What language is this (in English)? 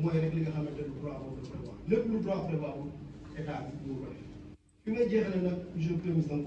Wolof